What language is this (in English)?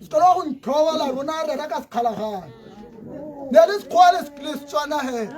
Tswana